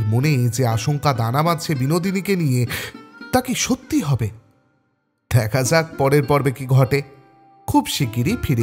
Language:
Bangla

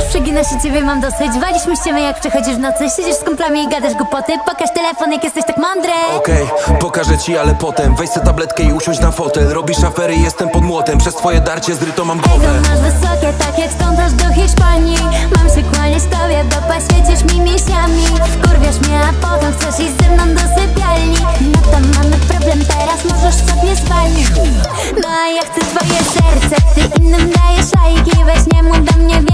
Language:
Polish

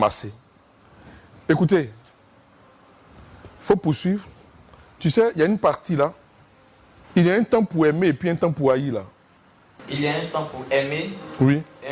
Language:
French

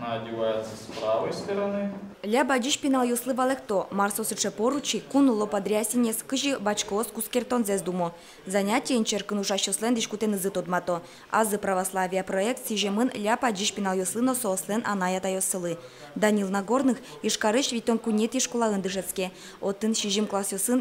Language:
Udmurt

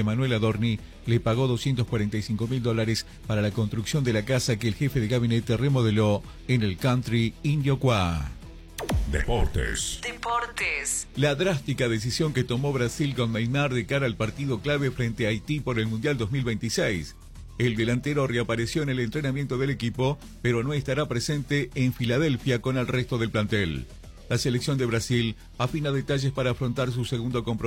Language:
Spanish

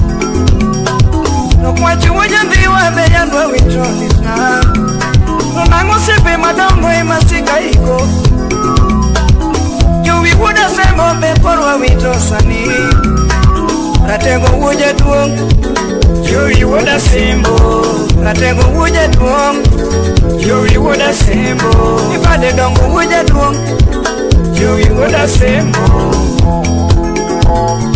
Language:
Luo (Kenya and Tanzania)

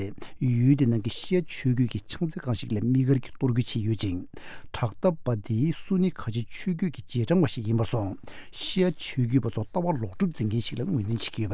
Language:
Tibetan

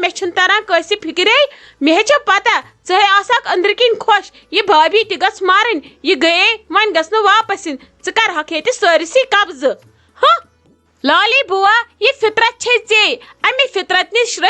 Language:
Kashmiri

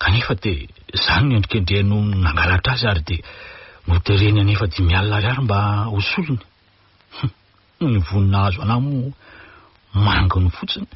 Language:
Malagasy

